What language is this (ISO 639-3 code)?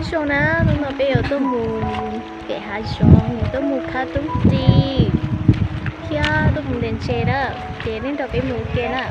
hmn